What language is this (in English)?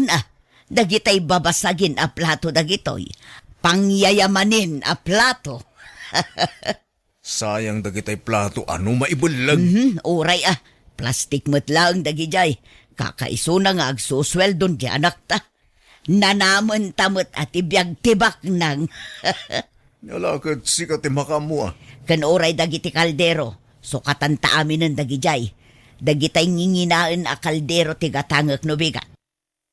Iloko